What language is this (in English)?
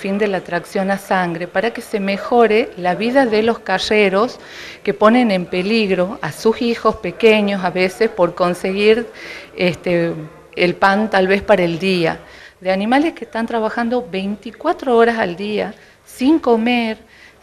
Spanish